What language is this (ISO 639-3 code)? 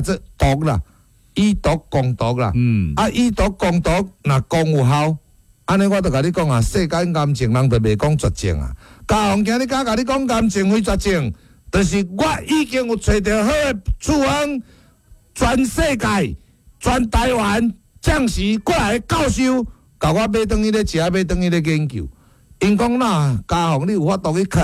nan